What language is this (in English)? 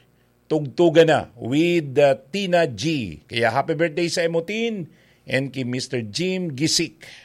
Bikol